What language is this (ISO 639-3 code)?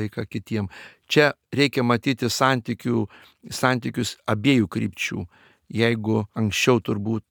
lit